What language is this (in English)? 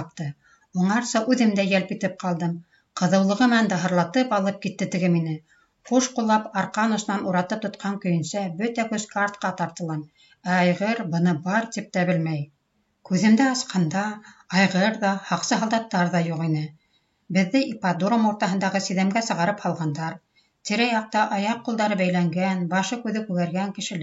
Bashkir